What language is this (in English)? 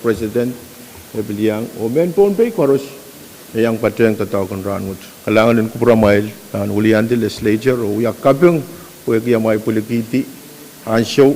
Pohnpeian